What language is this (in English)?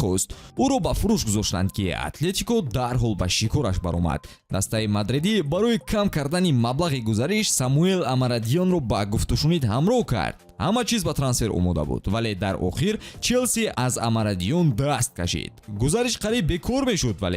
Tajik